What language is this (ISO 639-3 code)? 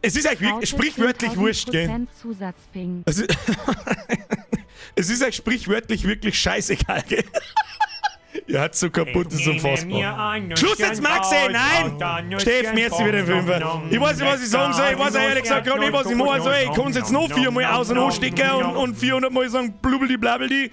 bar